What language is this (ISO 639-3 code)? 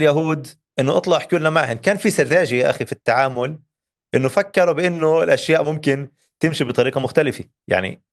apc